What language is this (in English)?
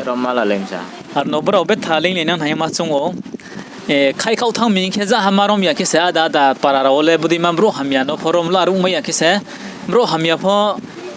Riang (India)